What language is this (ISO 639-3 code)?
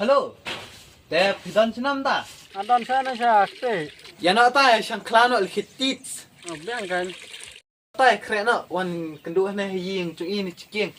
kha